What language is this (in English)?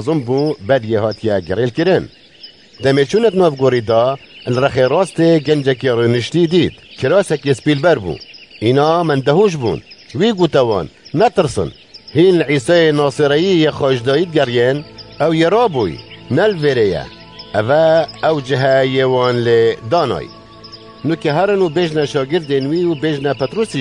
Kurdish